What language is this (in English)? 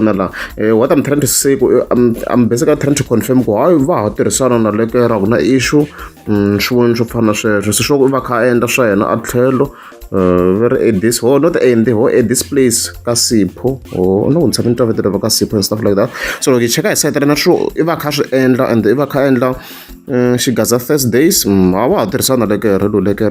Tsonga